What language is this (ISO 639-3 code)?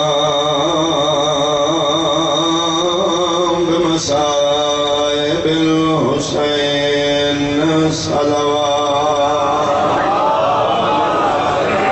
urd